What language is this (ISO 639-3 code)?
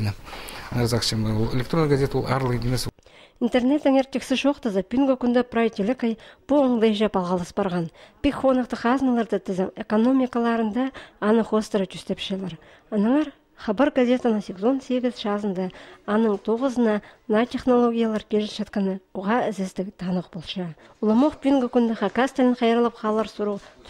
kjh